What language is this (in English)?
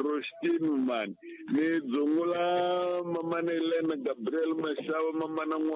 Tsonga